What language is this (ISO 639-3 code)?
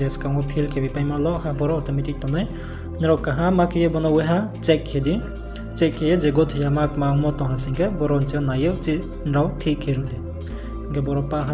ria